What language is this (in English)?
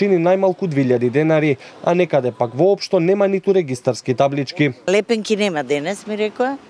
Macedonian